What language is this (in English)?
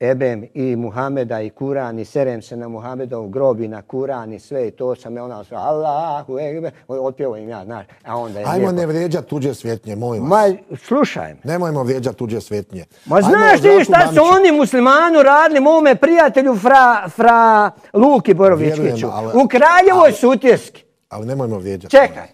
Croatian